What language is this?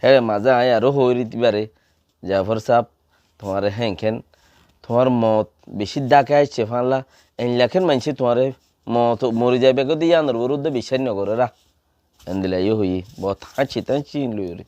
Rohingya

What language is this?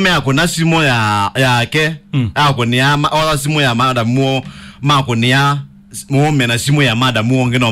Kamba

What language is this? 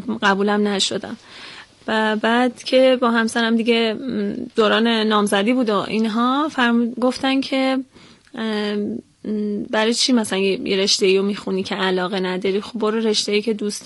Persian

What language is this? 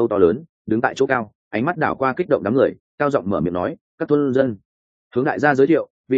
Vietnamese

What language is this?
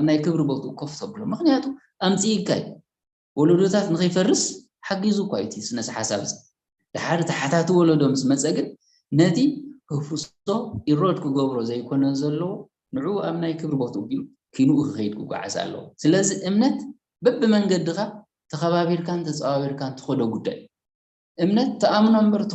Tigrinya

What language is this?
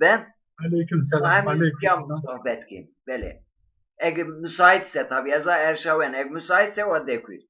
Zaza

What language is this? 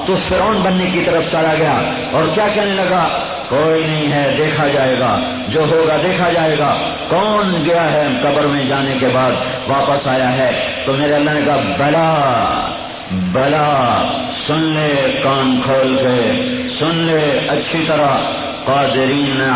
Urdu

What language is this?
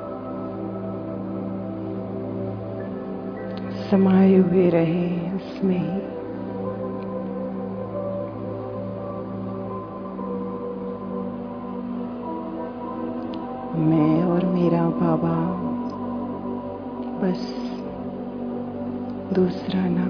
Hindi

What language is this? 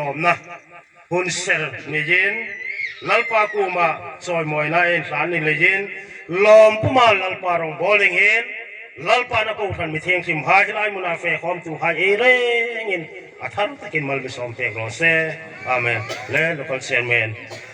Hmar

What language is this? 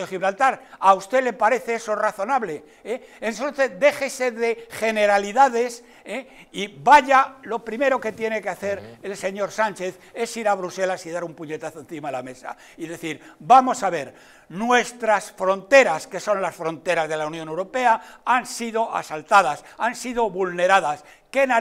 Spanish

